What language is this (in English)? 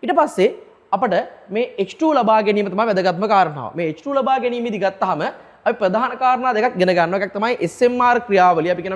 Sinhala